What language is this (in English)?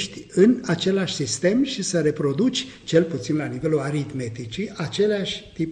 Romanian